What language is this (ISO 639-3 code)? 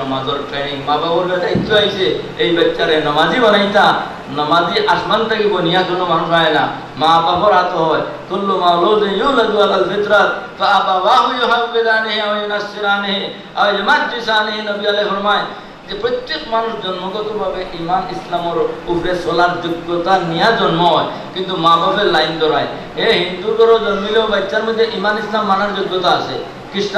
syl